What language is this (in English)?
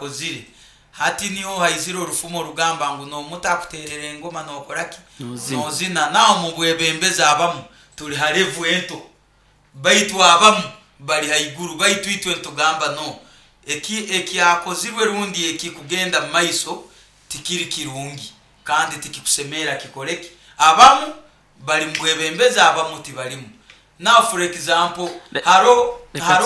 Nyoro